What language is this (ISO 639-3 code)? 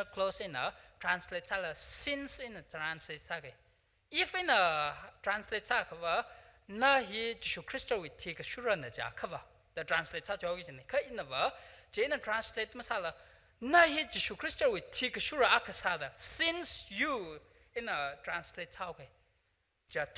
nmf